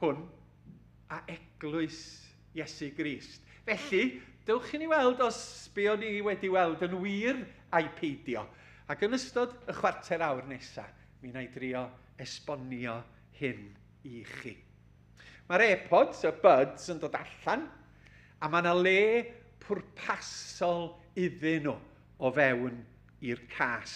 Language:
Welsh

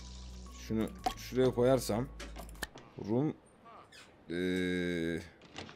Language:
Turkish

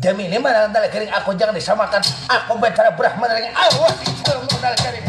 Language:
Banjar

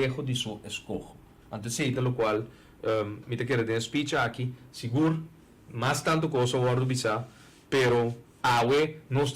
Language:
Papiamento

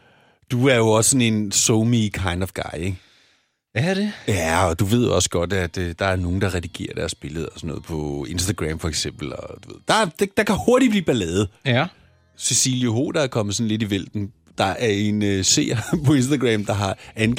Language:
Danish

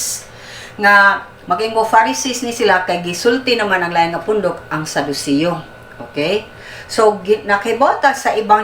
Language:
Cebuano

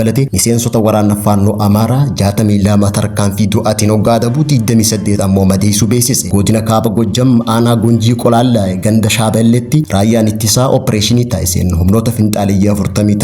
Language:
Oromo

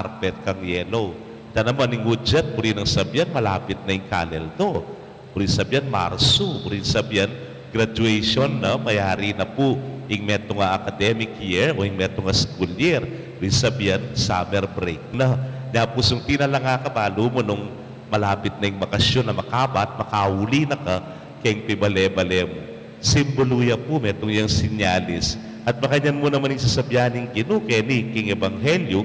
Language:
Pampanga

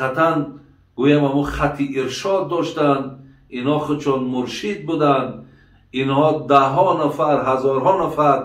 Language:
Tajik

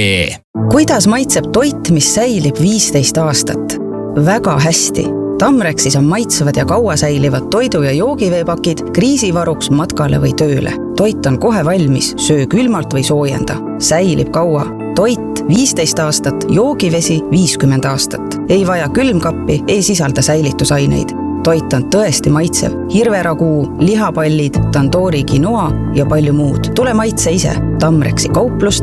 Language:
Estonian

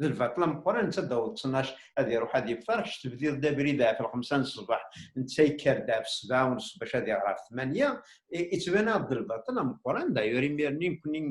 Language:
Kabyle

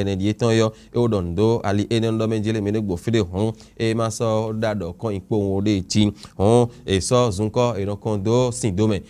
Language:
Fon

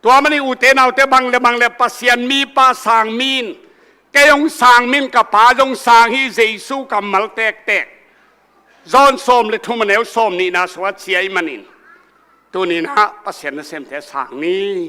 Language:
Tedim Chin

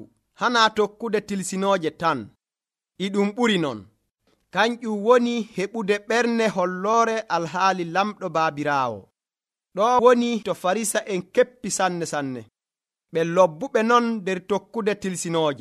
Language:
Nigerian Fulfulde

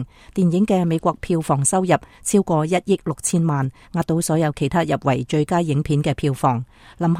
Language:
Cantonese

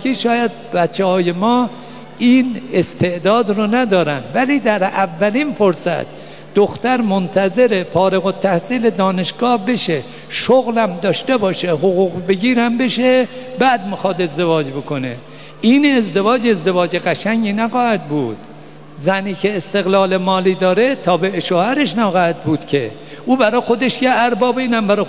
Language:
Persian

